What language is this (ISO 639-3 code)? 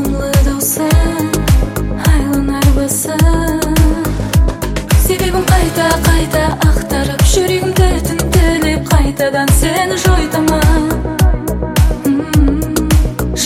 kaz